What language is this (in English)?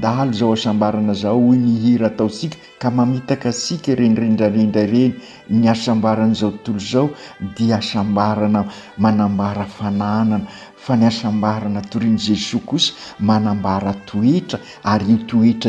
Malagasy